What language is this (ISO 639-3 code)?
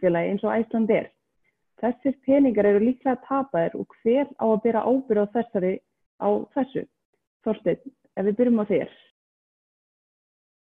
isl